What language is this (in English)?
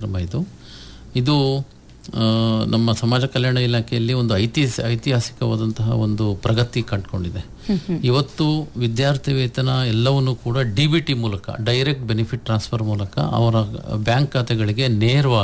Kannada